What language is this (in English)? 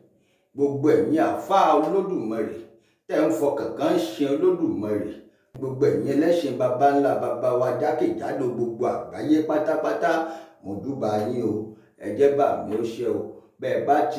Yoruba